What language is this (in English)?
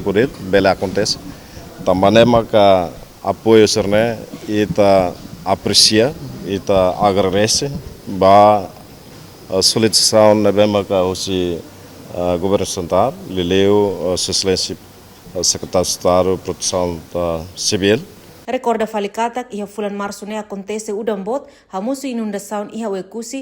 Tetum